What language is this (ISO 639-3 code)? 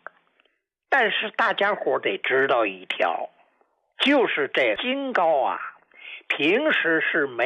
zho